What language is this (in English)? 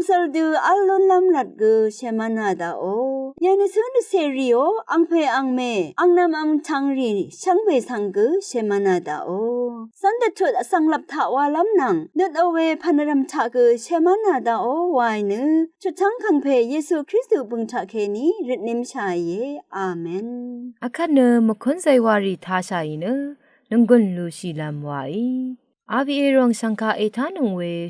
Rawang